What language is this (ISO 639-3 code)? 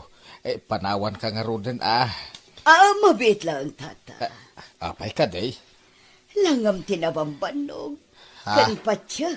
ilo